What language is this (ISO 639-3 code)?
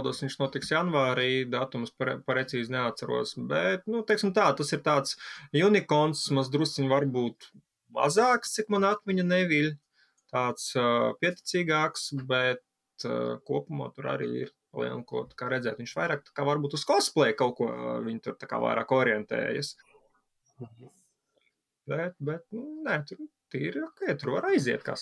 lav